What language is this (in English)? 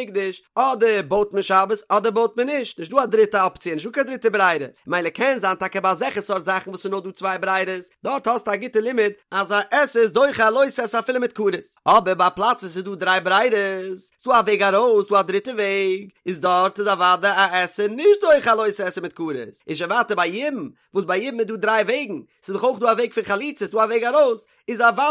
Yiddish